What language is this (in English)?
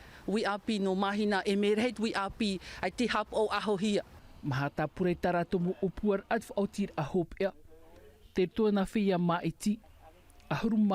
Tahitian